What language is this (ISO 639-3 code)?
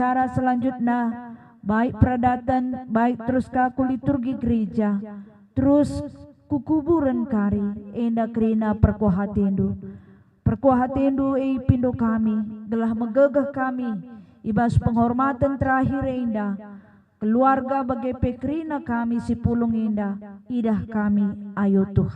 btx